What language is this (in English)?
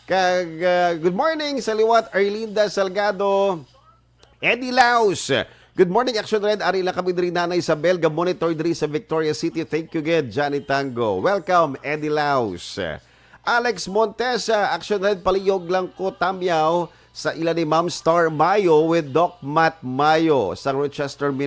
Hiligaynon